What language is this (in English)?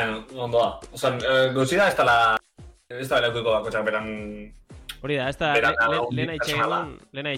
Basque